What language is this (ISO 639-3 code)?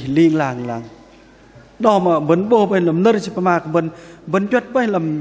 bdq